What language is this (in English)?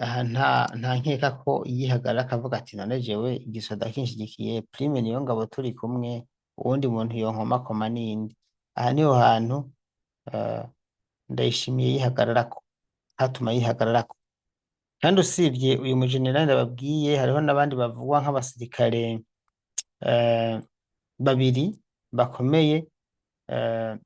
Rundi